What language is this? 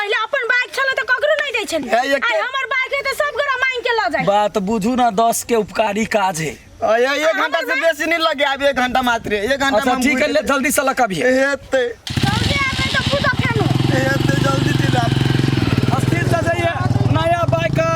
Maithili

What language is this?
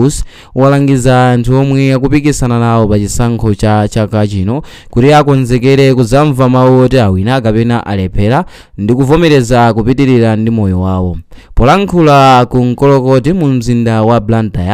Nyanja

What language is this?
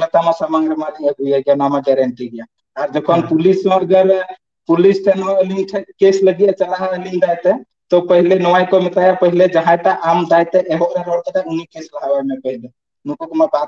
Santali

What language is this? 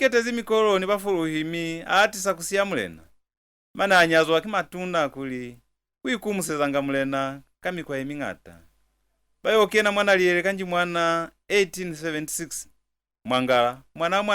Lozi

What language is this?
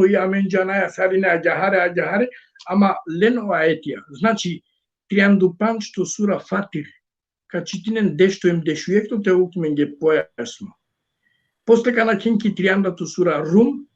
Balkan Romani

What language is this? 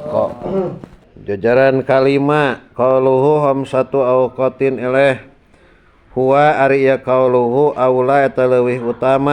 Sundanese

